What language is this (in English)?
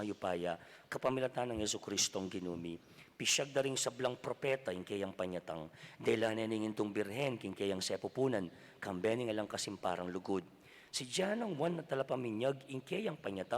Pampanga